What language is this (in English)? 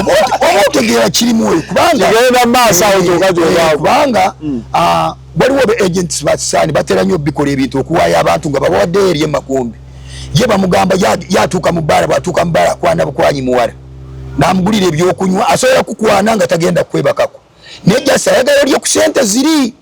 Ganda